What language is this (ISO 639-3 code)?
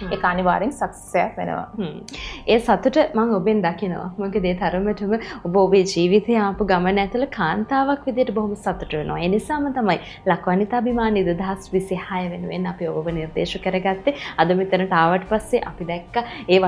sin